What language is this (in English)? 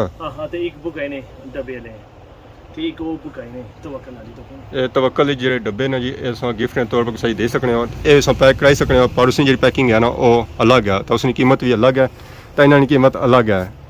Pahari-Potwari